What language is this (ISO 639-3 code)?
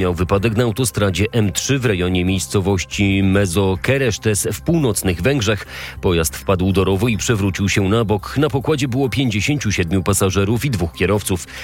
pol